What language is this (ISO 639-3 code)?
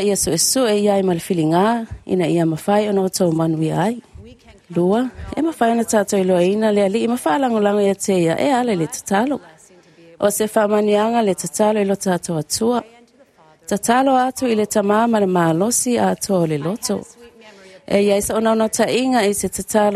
smo